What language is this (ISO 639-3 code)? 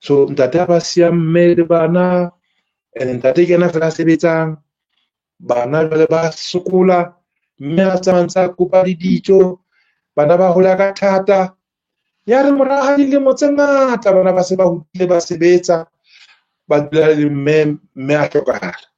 sot